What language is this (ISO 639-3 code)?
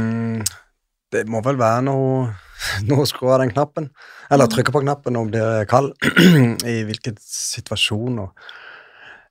nor